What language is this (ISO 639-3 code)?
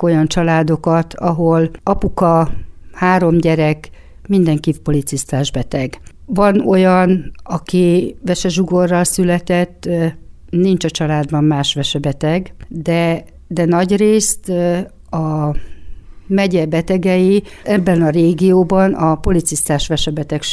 hun